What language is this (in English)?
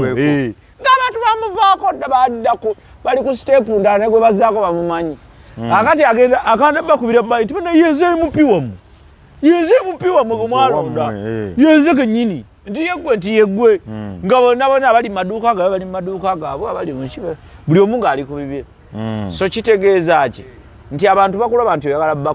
Ganda